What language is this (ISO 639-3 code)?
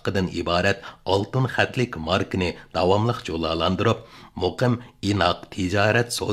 uig